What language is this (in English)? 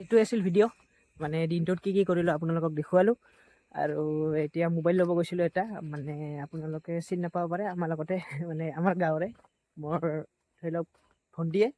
Assamese